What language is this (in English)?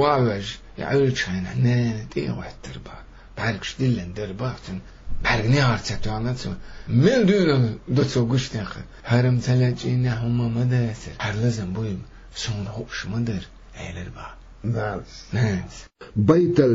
Chechen